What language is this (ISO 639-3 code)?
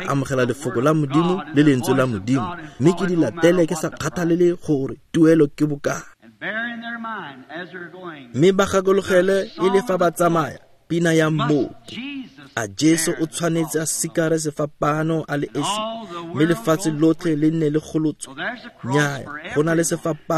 tsn